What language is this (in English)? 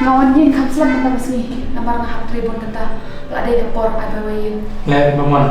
Khasi